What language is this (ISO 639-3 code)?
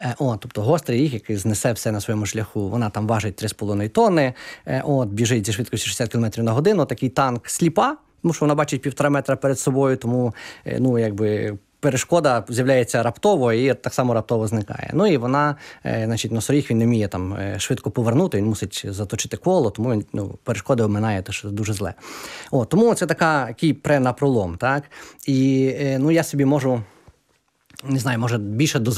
ukr